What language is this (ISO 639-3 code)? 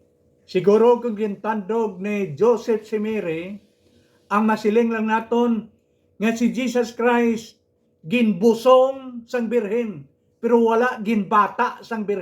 hil